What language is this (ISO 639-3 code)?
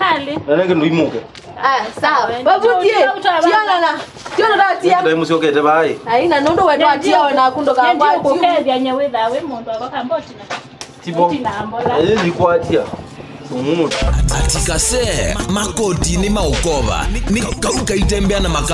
kam